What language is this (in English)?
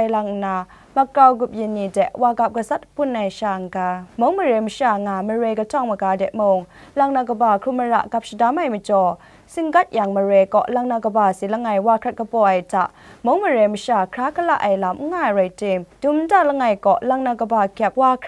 Kachin